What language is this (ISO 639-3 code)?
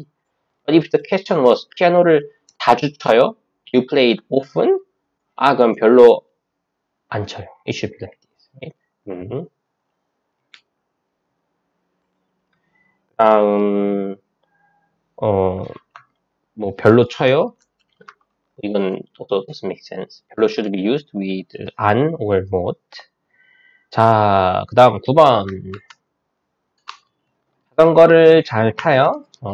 kor